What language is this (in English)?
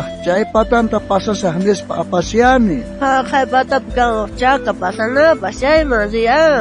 South Bolivian Quechua